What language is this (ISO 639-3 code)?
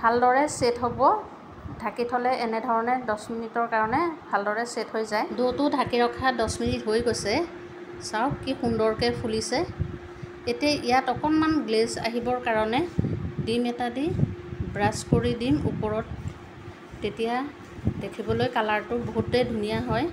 asm